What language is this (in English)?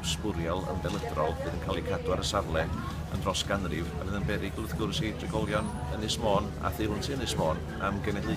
Welsh